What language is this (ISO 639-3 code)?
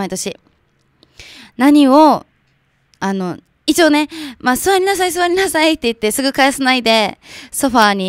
jpn